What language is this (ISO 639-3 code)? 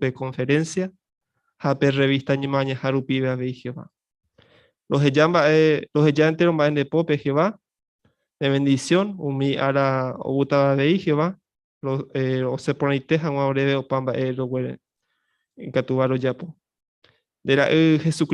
grn